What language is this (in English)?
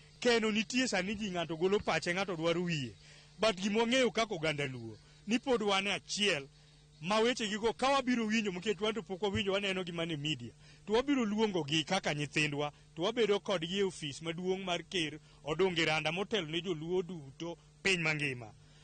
Luo (Kenya and Tanzania)